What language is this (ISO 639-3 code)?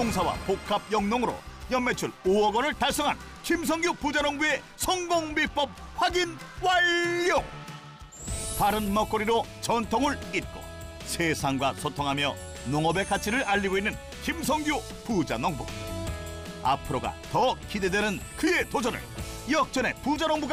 kor